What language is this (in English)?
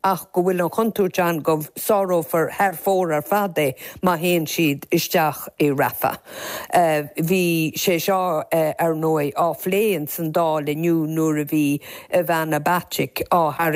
Irish